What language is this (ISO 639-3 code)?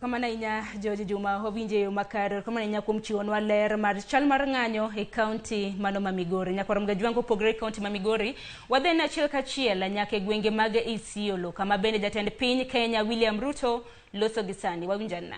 luo